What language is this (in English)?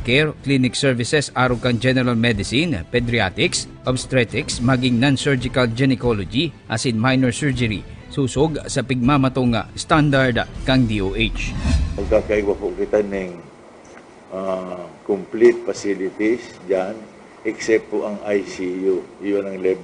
Bikol